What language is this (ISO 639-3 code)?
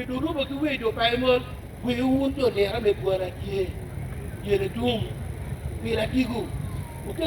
ach